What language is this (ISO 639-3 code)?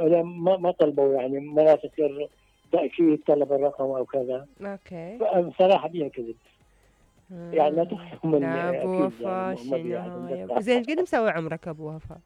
acm